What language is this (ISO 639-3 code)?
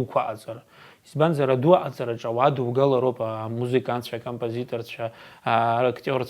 abk